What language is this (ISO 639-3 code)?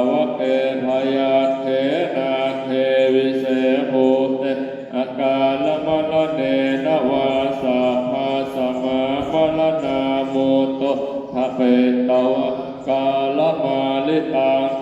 pli